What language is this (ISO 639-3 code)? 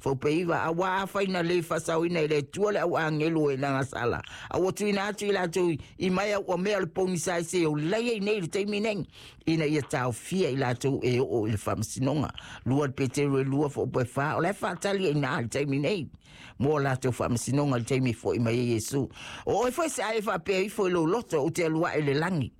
smo